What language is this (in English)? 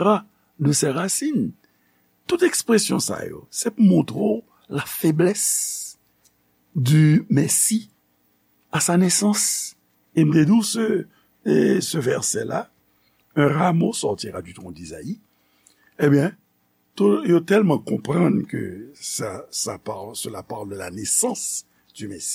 Haitian Creole